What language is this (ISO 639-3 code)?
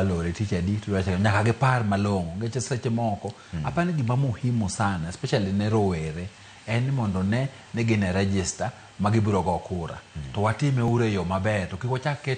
luo